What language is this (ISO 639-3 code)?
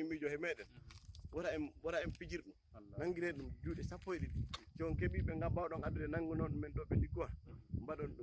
ful